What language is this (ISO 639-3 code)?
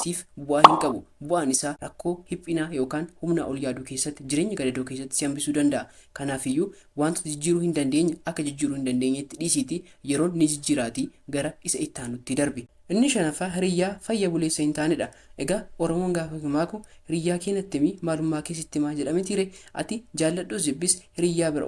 orm